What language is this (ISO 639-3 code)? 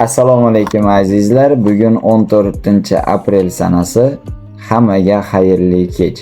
uzb